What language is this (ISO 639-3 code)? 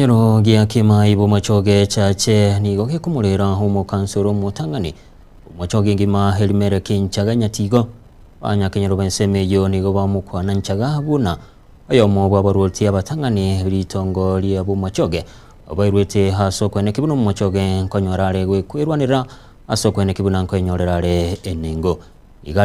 guz